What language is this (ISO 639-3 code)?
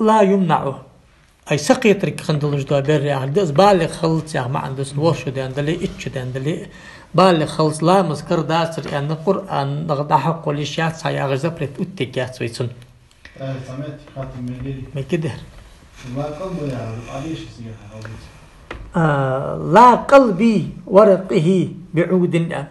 inh